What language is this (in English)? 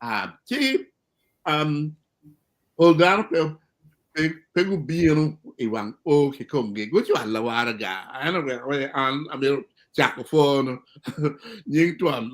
Acoli